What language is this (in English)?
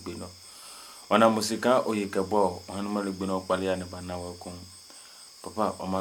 Adangme